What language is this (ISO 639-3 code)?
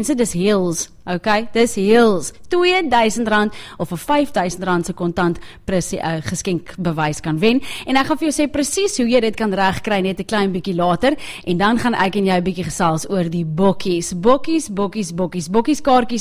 afr